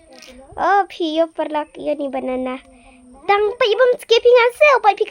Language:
Khasi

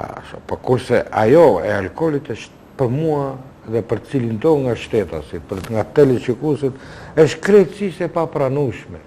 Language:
Albanian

